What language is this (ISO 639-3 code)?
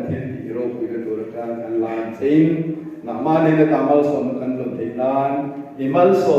lus